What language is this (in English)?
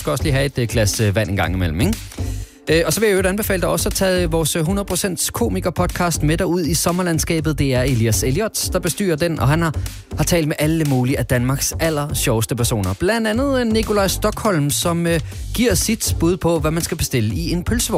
Danish